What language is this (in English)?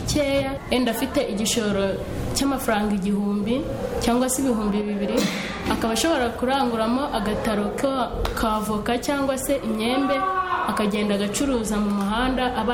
Kinyarwanda